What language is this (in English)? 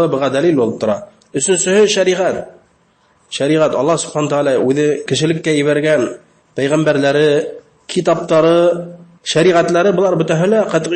Bashkir